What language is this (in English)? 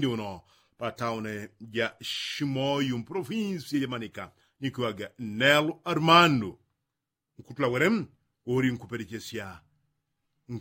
Yao